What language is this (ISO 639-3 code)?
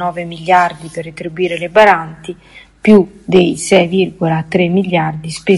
ita